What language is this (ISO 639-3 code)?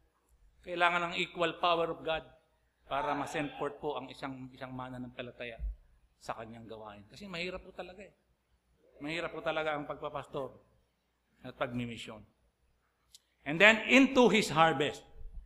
fil